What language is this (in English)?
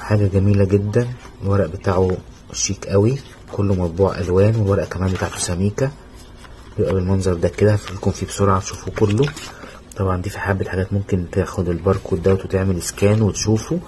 Egyptian Arabic